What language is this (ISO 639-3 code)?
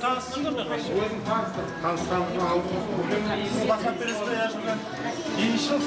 kaa